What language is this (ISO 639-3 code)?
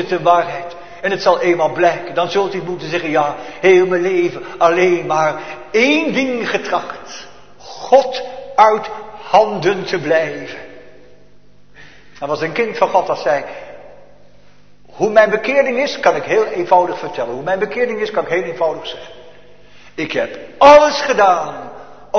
nld